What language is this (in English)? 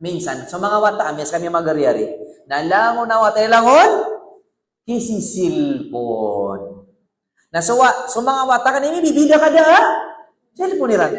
Maranao